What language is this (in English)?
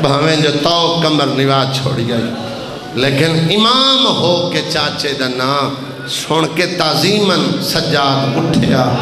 Saraiki